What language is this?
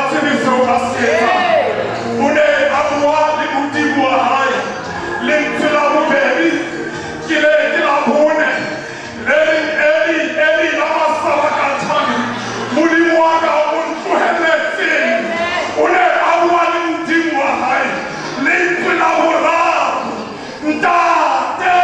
Southern Sotho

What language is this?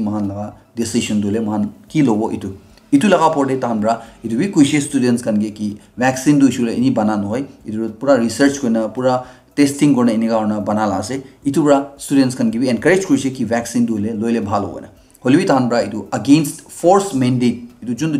Naga Pidgin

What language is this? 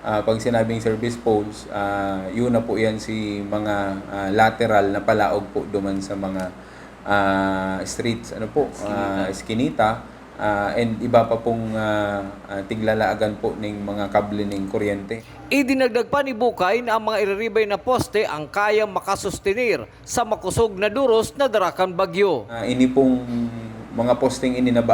Bikol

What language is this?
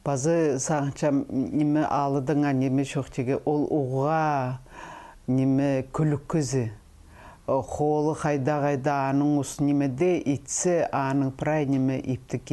Khakas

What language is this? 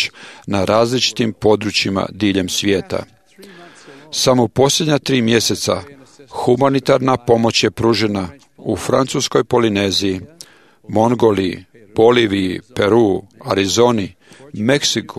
Croatian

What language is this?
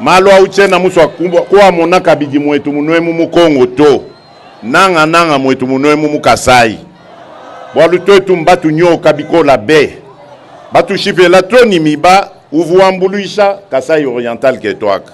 Luba-Lulua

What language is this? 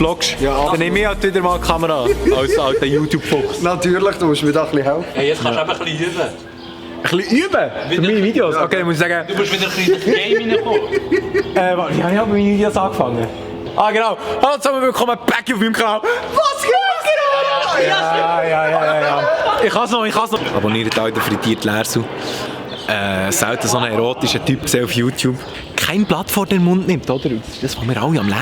Swiss German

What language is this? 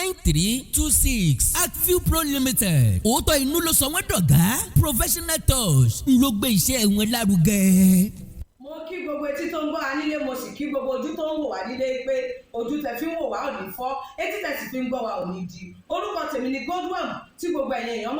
Yoruba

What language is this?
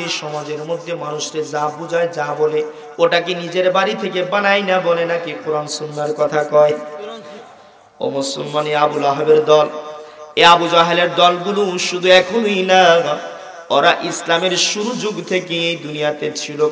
Bangla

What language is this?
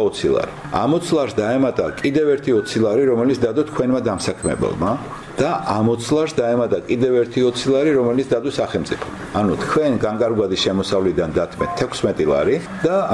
Georgian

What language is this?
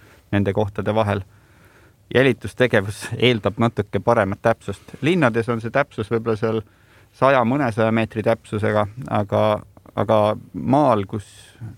Estonian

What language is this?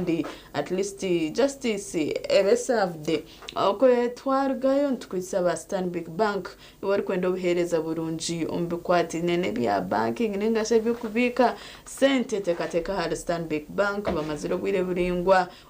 Nyankole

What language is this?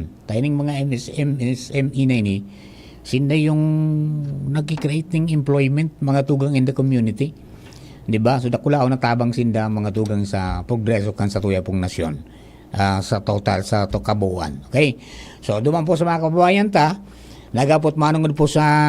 Bikol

